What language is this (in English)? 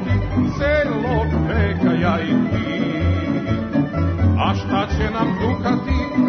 Serbian